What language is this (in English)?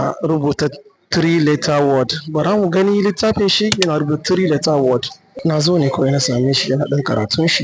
Hausa